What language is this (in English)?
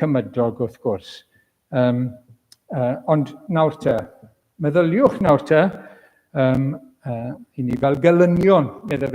Welsh